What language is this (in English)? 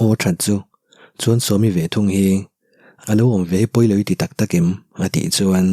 Mizo